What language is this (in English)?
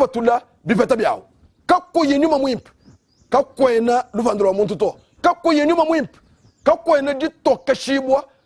Luba-Lulua